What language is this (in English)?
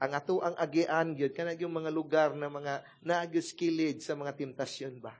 Cebuano